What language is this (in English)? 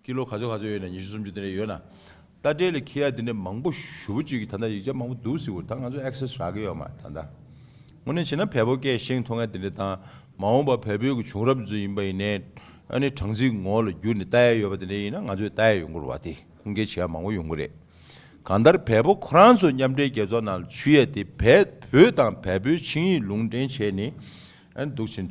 Tibetan